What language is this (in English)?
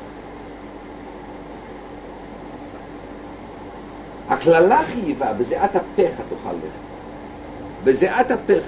Hebrew